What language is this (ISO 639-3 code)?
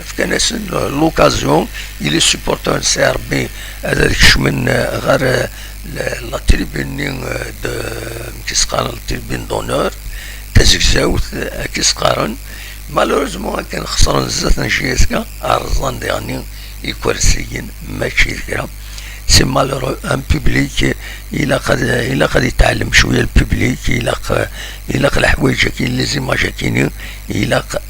kab